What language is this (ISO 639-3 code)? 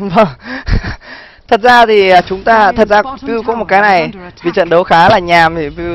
vie